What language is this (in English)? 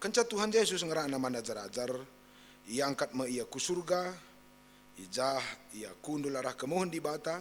Batak Karo